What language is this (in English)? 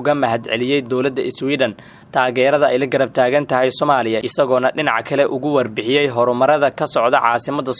Somali